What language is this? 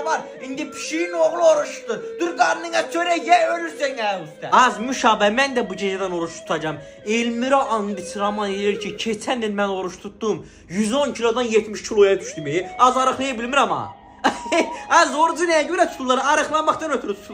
Azerbaijani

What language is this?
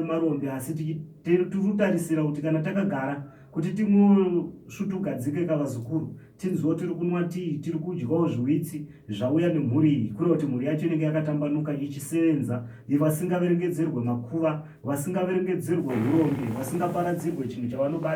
Shona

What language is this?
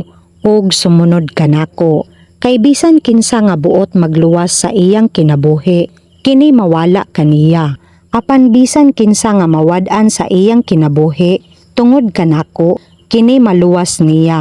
Cebuano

